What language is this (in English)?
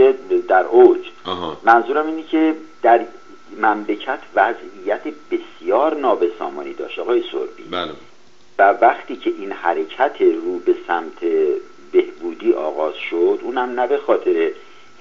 Persian